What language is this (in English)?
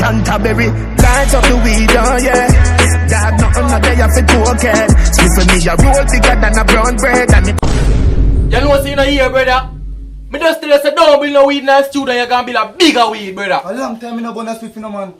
Jamaican Creole English